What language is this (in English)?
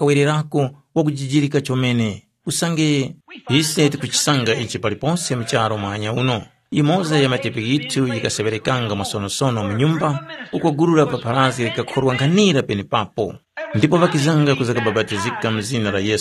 Tumbuka